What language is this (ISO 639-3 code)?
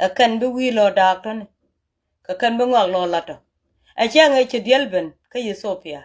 nus